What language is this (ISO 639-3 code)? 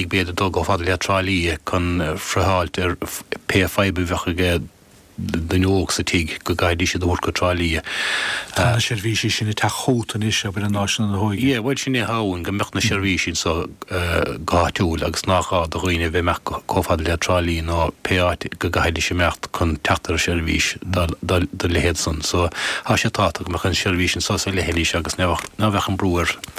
gle